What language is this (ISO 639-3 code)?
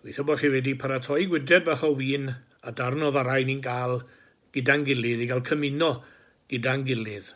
cym